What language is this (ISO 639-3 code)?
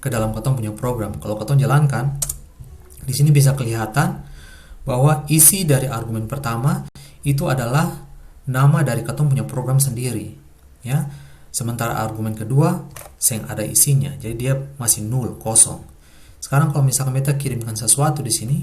abs